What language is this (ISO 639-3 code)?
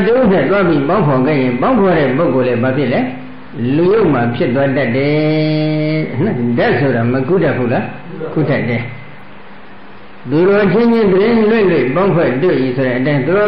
mya